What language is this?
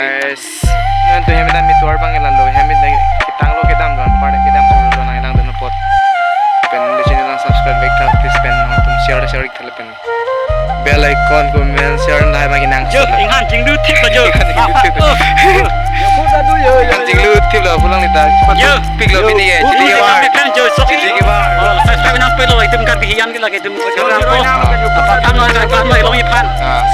Karbi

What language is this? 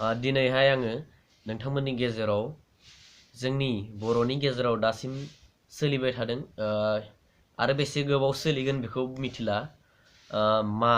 Bodo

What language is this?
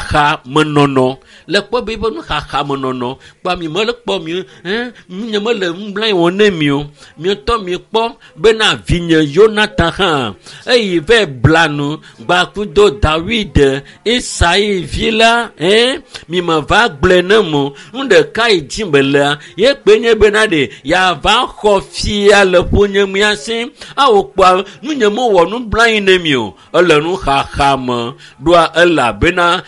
Ewe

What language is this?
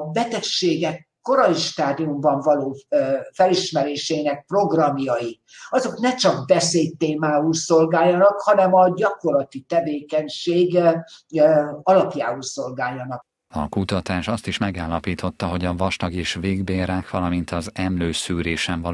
Hungarian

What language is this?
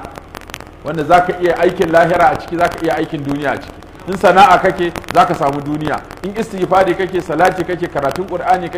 Hausa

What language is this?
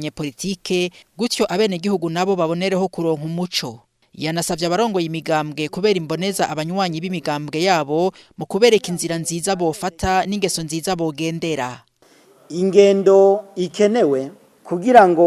Rundi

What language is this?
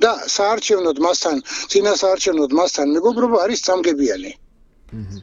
Georgian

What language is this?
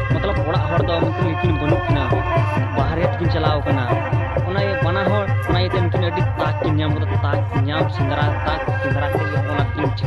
Santali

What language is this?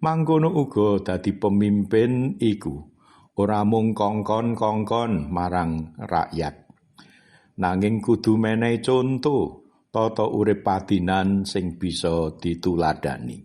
Javanese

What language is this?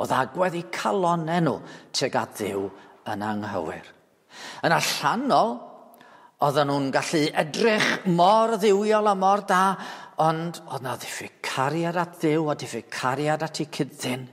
Welsh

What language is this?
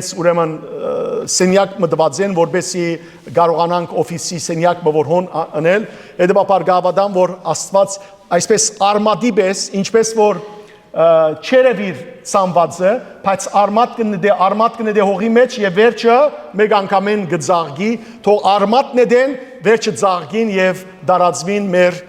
Western Armenian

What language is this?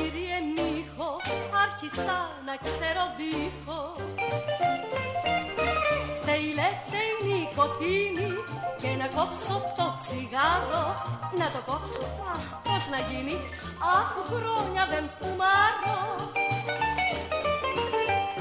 Greek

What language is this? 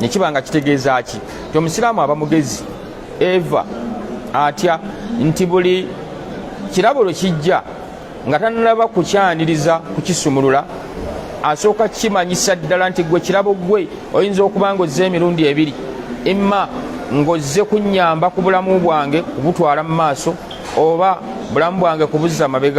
Ganda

